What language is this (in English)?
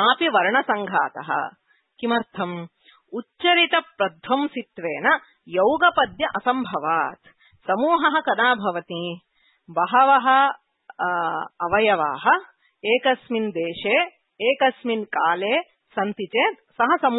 Sanskrit